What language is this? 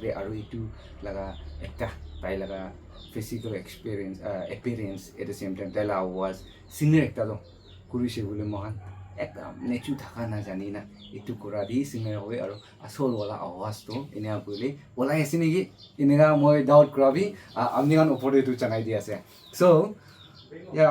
Naga Pidgin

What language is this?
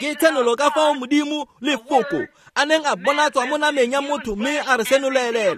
Tswana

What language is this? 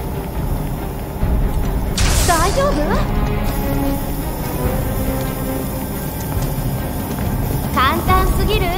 Japanese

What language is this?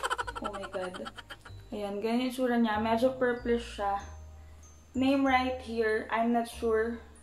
Filipino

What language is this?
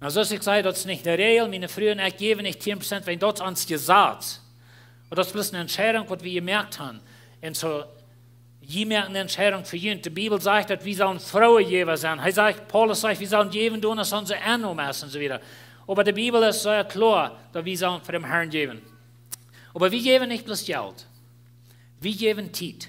Plautdietsch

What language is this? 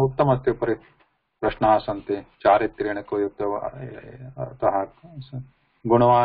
Sanskrit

